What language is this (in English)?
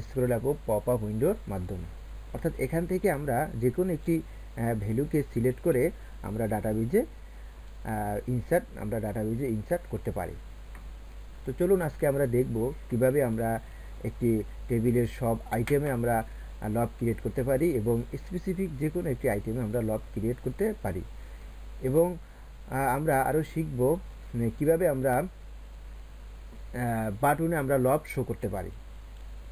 Bangla